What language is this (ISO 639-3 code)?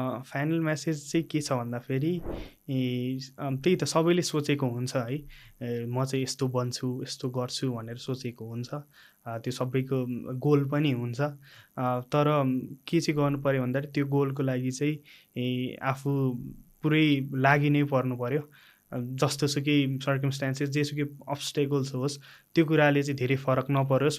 nep